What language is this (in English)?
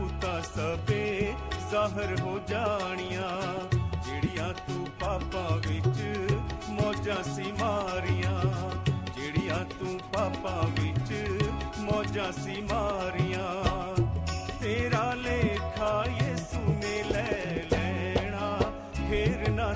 Punjabi